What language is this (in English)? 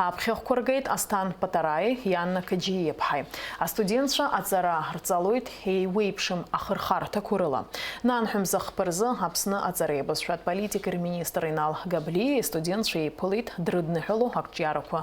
Abkhazian